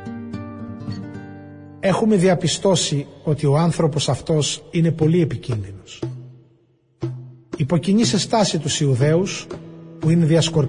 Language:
Greek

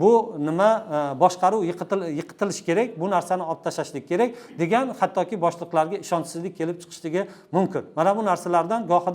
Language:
Uzbek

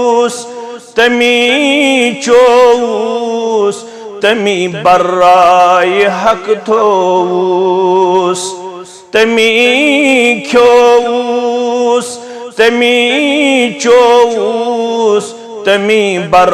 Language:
Kashmiri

